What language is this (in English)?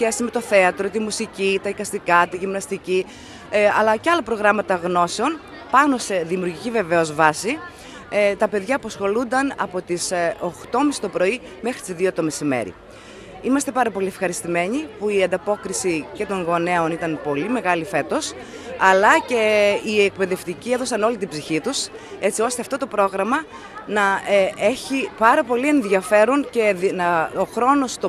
Greek